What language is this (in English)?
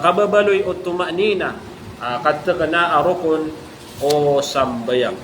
Maranao